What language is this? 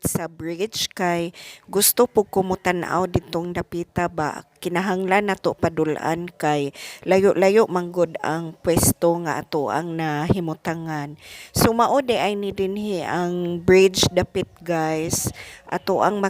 Cebuano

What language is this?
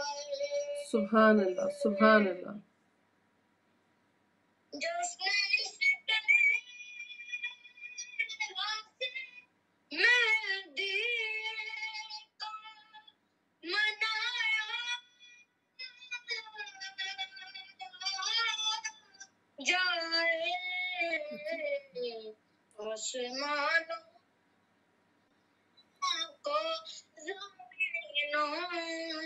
Urdu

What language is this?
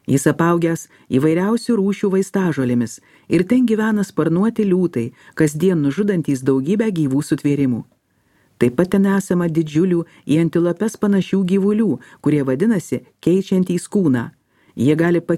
Lithuanian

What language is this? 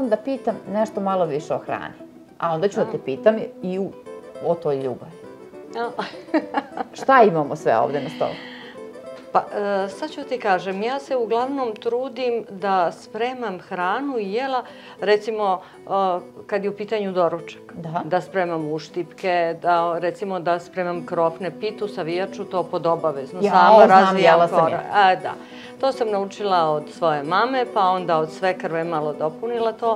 Serbian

